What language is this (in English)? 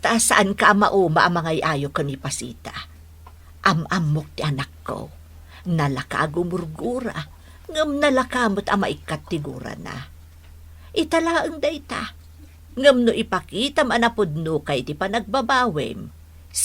Iloko